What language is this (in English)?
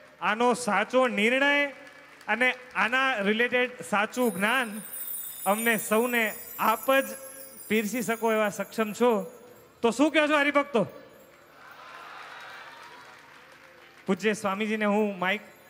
Gujarati